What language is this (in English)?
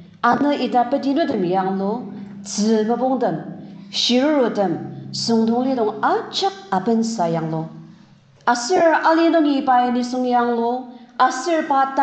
Ao Naga